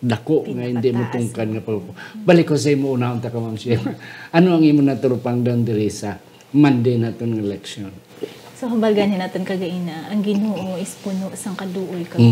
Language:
Hiligaynon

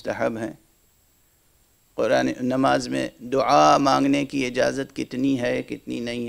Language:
Urdu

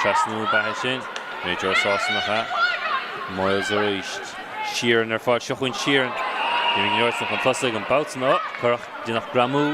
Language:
Irish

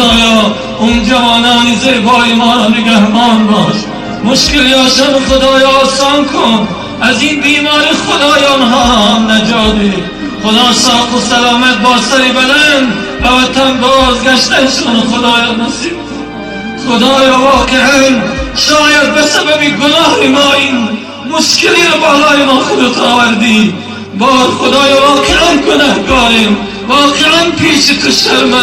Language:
Tajik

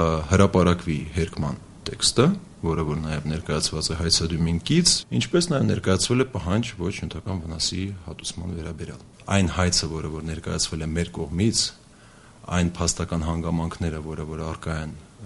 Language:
Armenian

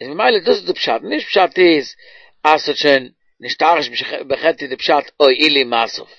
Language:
Yiddish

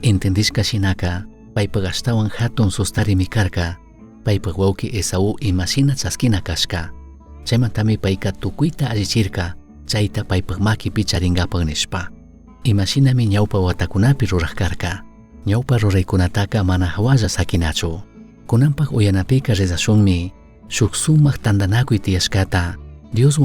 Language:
Chimborazo Highland Quichua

